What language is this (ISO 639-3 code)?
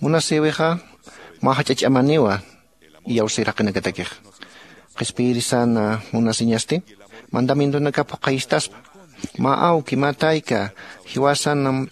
aym